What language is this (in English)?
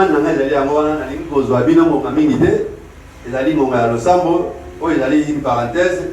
Lingala